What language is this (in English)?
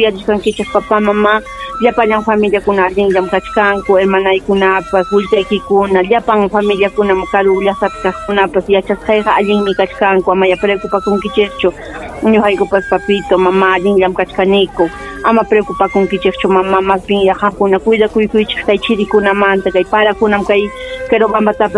Ayacucho Quechua